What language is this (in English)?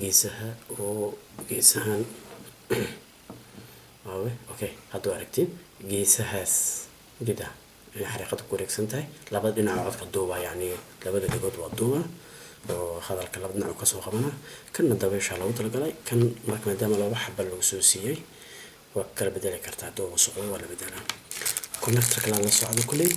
Somali